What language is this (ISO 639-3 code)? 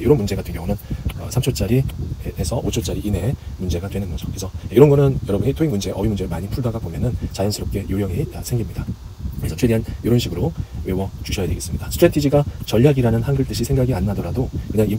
kor